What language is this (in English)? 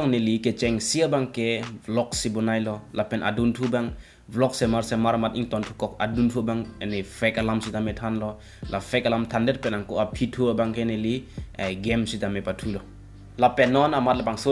Karbi